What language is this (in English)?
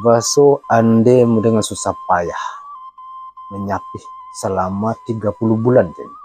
Minangkabau